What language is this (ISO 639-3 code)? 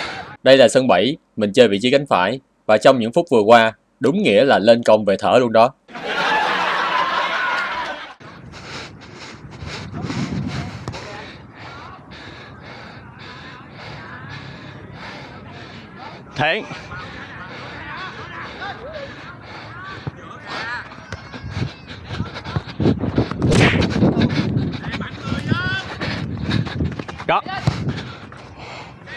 vie